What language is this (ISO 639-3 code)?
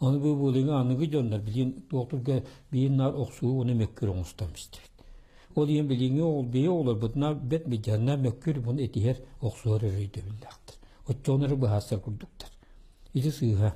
sah